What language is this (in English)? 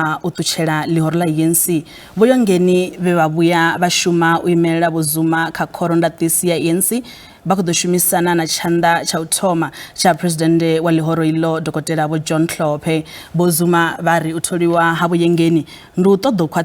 Venda